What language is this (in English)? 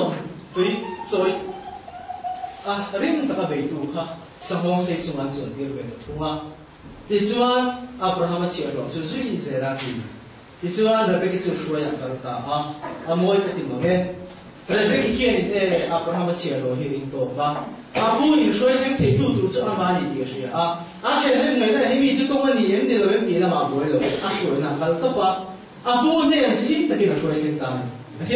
Vietnamese